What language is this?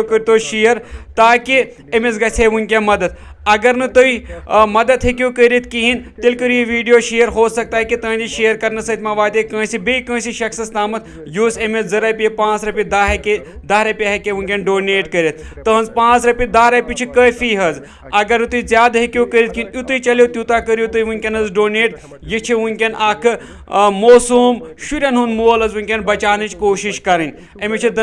Kashmiri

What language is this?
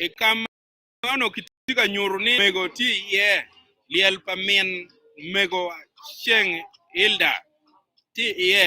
Acoli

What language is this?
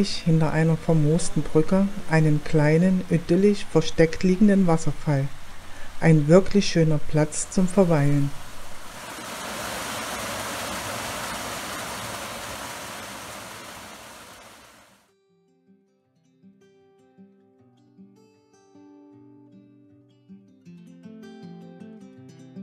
German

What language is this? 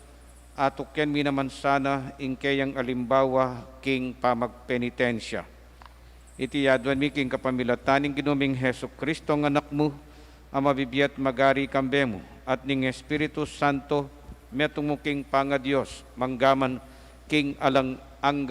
Pampanga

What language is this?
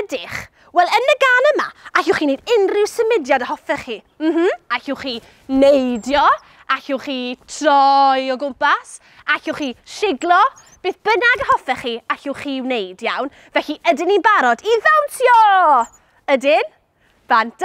Welsh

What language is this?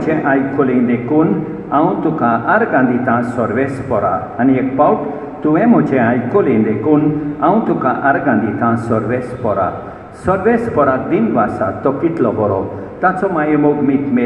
Konkani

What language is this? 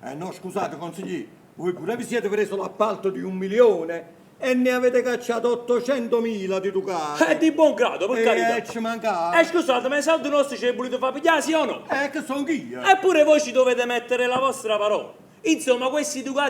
Neapolitan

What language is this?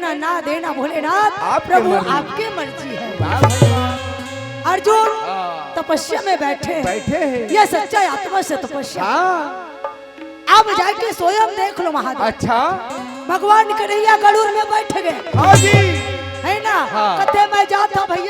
Chhattisgarhi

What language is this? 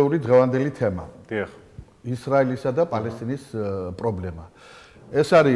Georgian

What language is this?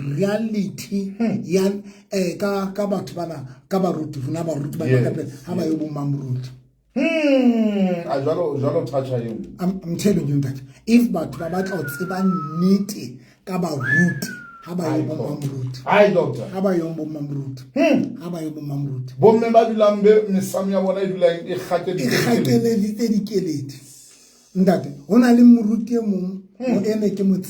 Southern Sotho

